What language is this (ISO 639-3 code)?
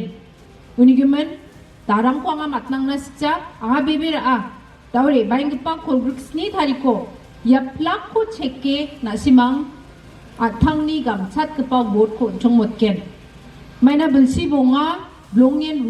grt